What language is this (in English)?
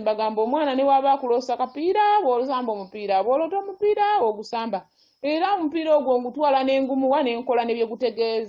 Ganda